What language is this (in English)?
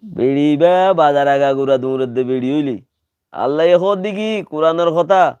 Rohingya